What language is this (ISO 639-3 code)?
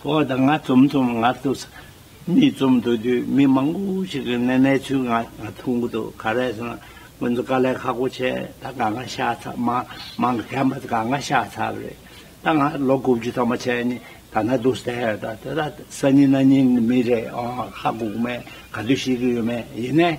bod